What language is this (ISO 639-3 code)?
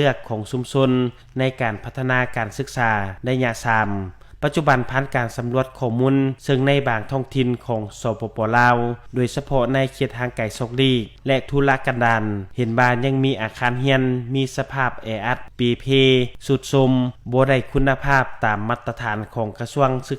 lao